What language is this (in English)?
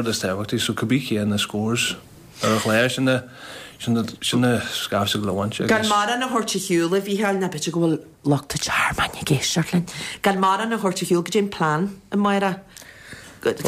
Irish